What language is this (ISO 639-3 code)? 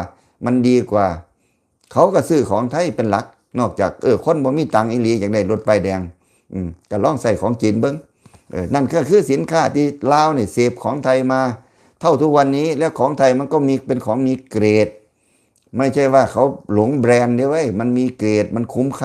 lao